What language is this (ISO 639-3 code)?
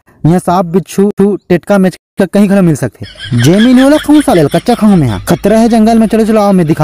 hne